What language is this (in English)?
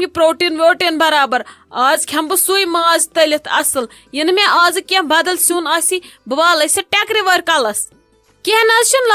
Kashmiri